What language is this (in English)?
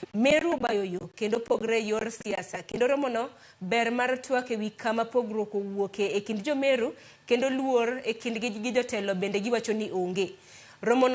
Luo (Kenya and Tanzania)